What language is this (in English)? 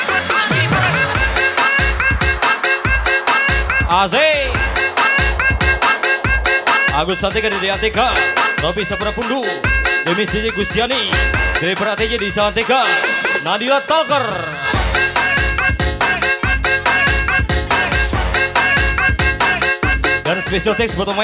Indonesian